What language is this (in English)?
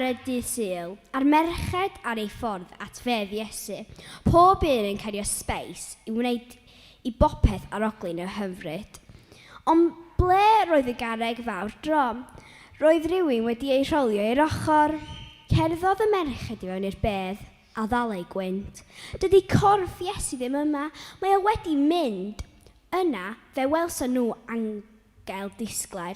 Welsh